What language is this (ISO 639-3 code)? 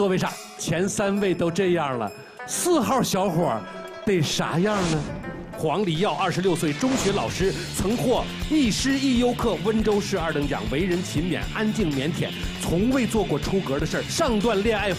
zho